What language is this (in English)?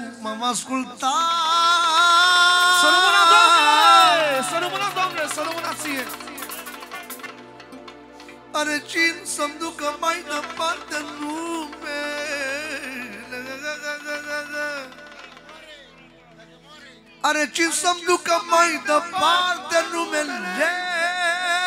Romanian